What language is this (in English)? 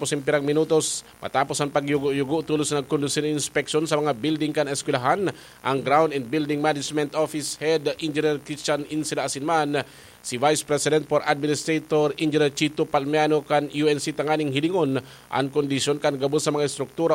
Bikol